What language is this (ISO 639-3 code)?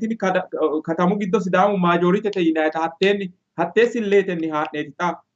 sid